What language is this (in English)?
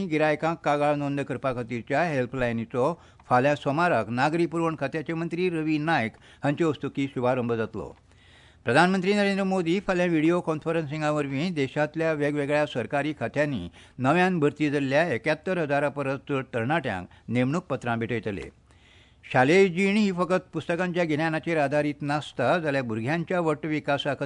Konkani